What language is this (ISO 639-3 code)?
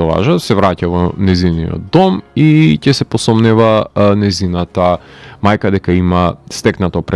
mkd